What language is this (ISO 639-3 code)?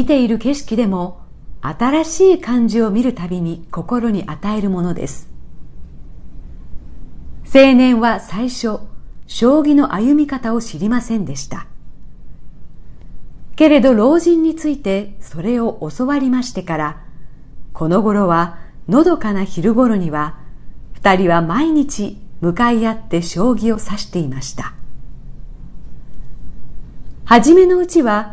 jpn